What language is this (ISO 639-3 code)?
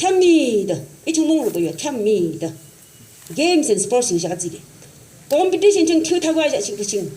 yim